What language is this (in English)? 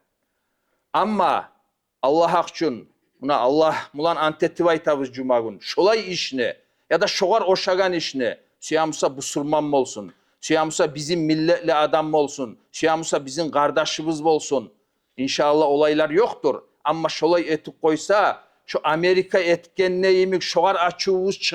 Kumyk